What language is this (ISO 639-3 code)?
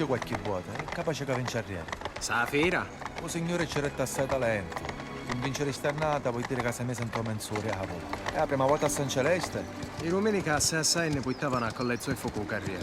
scn